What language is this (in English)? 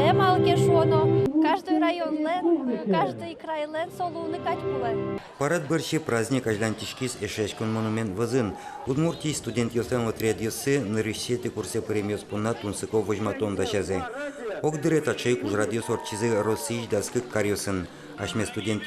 Udmurt